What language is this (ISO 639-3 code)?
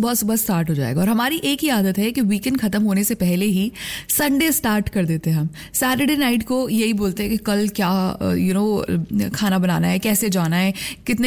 hin